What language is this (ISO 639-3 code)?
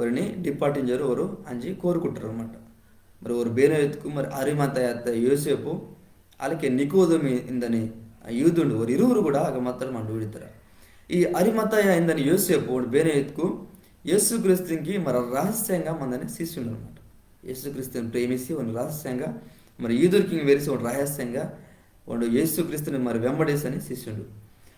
kff